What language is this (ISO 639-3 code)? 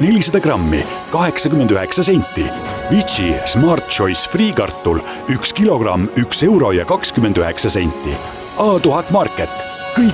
est